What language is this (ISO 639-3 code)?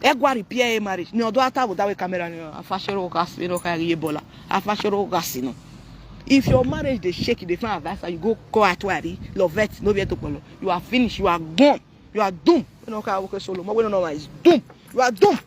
pcm